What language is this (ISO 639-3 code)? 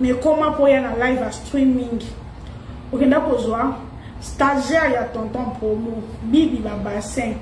lin